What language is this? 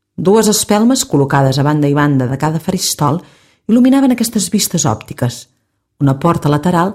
Catalan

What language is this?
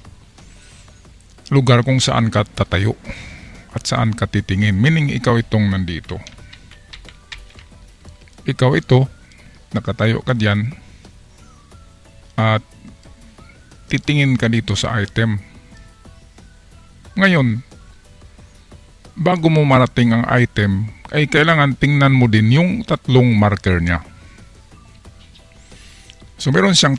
Filipino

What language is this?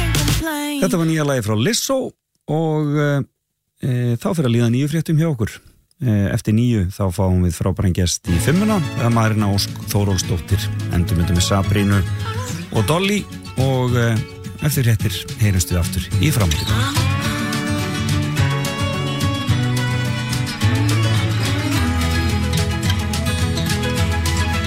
Icelandic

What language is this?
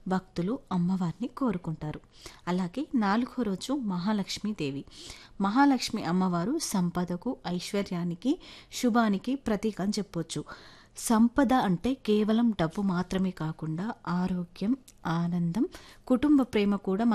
Telugu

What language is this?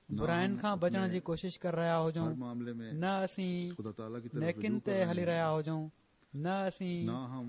Sindhi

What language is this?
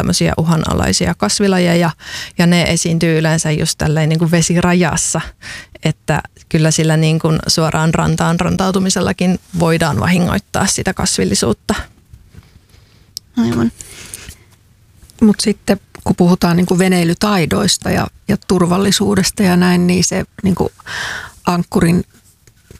Finnish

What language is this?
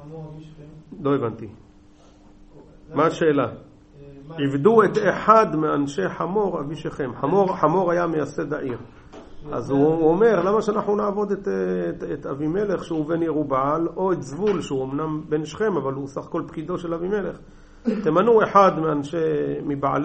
Hebrew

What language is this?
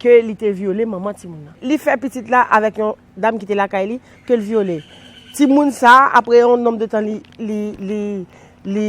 Haitian Creole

